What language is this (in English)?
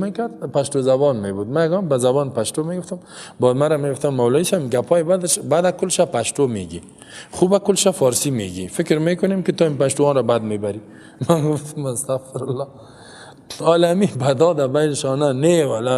Persian